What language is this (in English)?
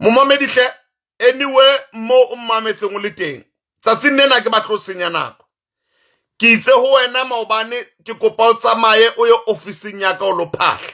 Southern Sotho